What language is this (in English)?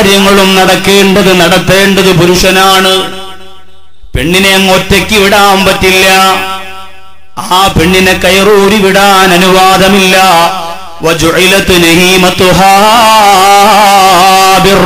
Malayalam